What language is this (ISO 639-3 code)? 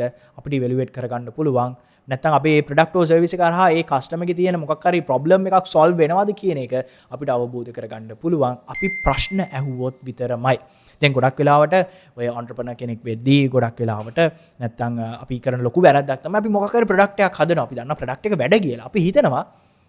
sin